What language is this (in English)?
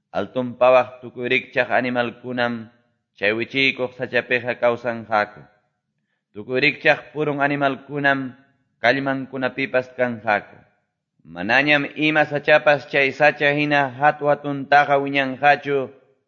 Ayacucho Quechua